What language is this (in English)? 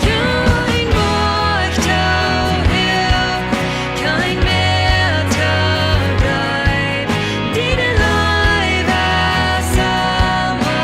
Plautdietsch